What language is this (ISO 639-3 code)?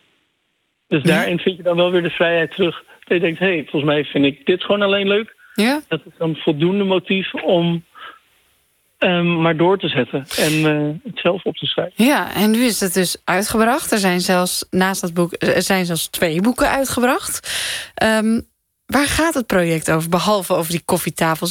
nld